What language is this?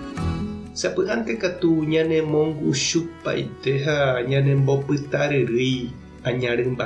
Guarani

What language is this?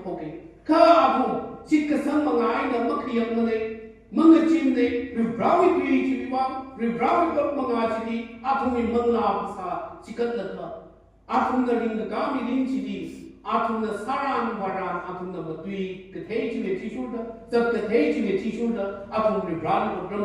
Tangkhul Naga (India)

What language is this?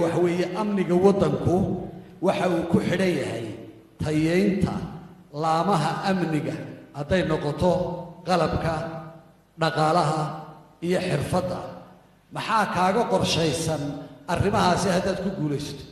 Somali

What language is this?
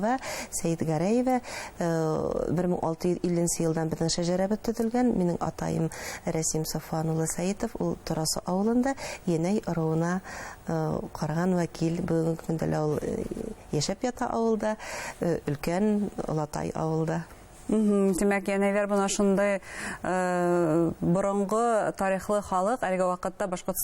Bashkir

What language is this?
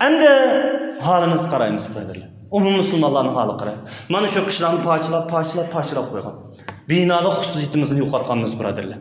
Uyghur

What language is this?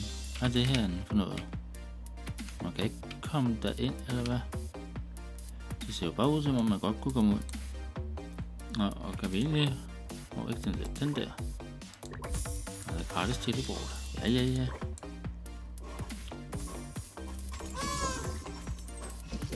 Danish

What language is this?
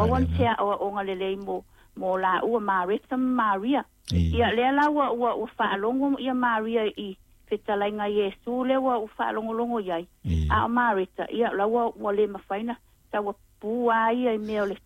Samoan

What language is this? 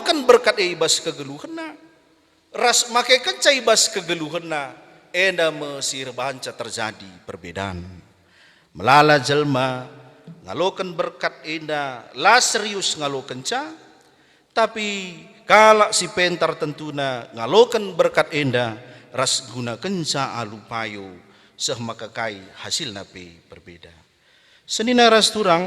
Batak Karo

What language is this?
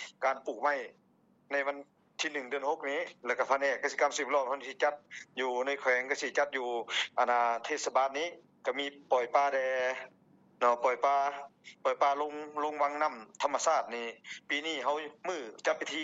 Lao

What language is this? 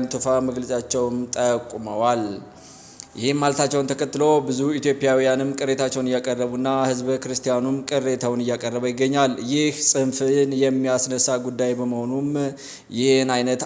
Amharic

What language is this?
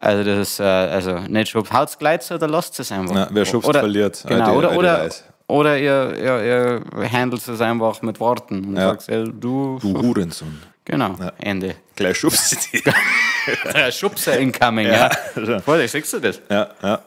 Bavarian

